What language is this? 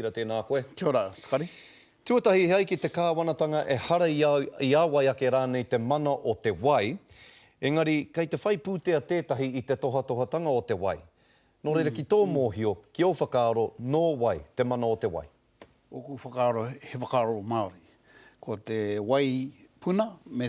Māori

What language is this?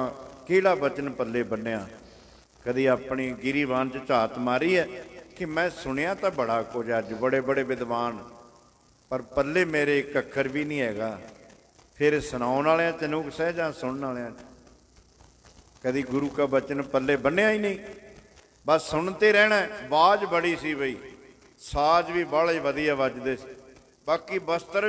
Punjabi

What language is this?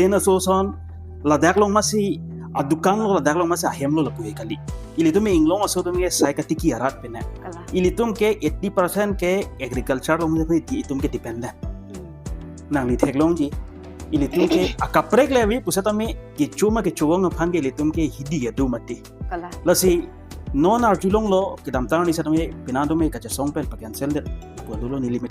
Karbi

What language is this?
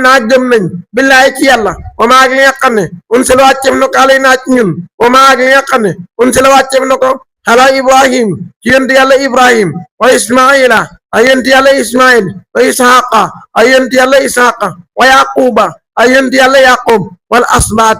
Wolof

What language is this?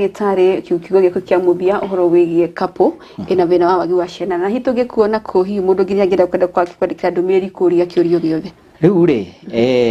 Kikuyu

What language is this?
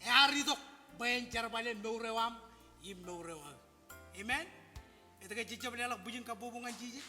Marshallese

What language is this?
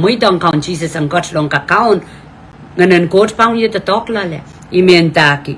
Pohnpeian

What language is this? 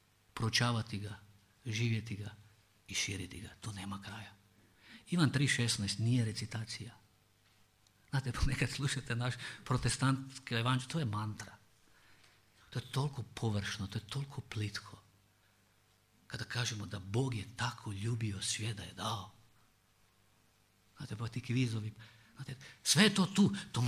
Croatian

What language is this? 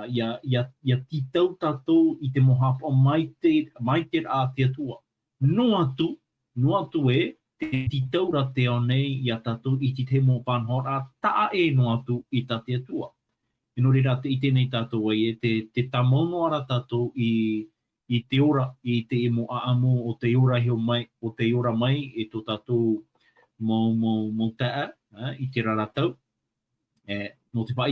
Tahitian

